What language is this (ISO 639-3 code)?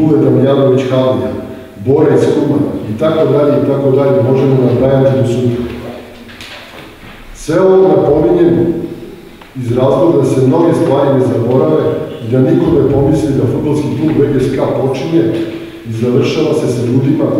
srp